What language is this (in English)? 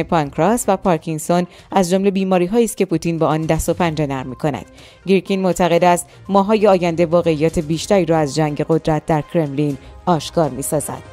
Persian